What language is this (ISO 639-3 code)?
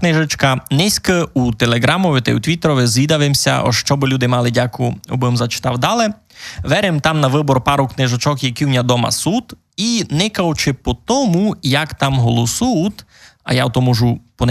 rue